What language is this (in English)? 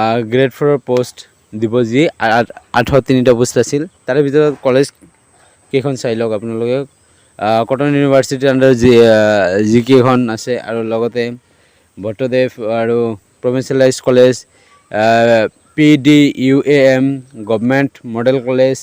Assamese